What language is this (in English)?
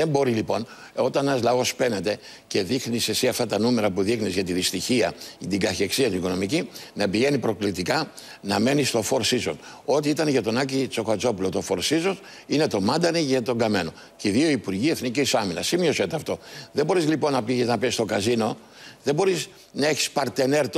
Greek